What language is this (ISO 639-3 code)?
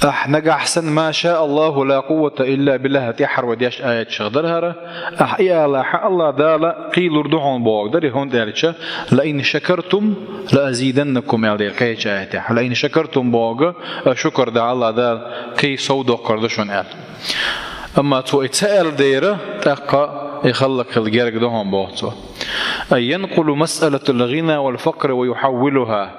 che